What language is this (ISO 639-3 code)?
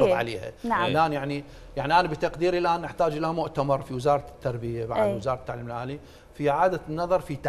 acm